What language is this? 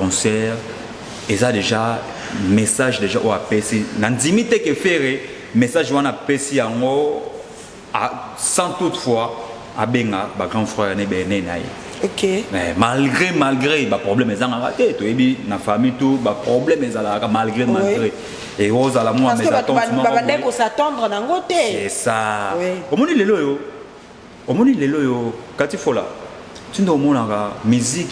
Lingala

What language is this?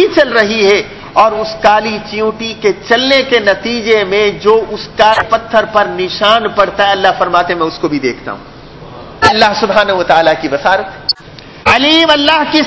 Urdu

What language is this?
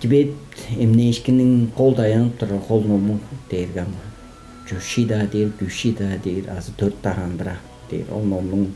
Tuvinian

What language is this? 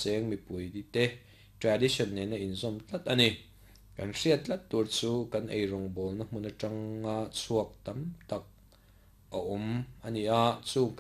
Mizo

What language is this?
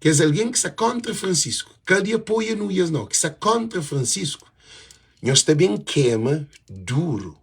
Kabuverdianu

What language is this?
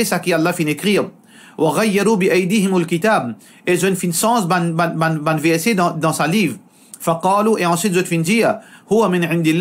Morisyen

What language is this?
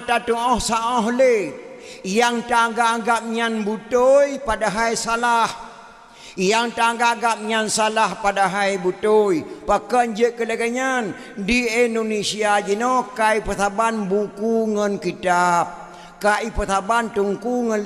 Achinese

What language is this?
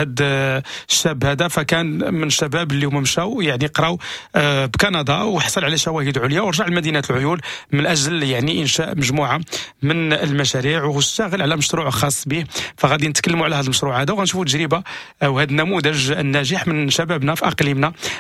Moroccan Arabic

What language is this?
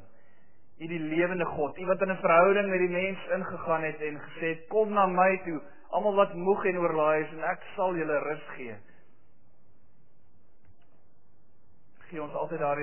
Afrikaans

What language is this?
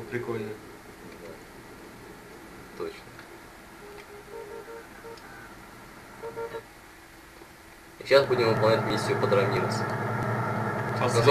Russian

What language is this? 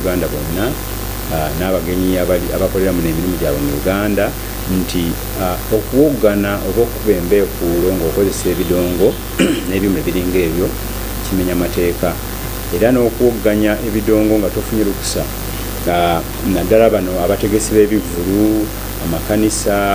Ganda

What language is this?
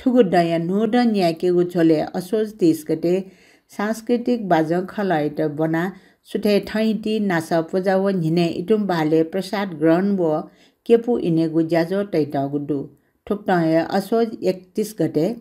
Newari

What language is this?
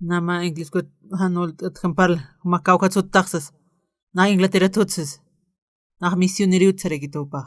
Aymara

